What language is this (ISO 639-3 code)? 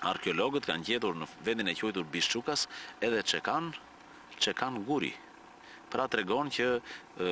sqi